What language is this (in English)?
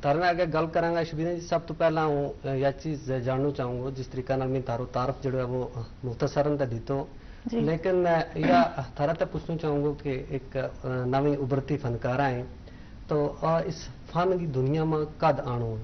Gujari